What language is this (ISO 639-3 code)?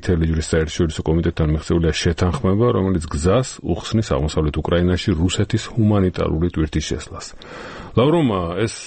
kat